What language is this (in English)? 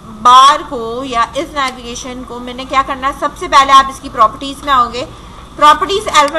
Hindi